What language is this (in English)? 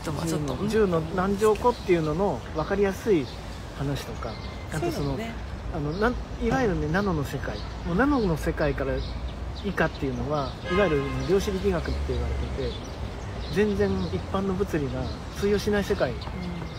Japanese